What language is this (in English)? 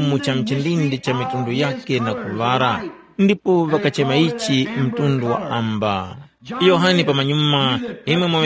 Tumbuka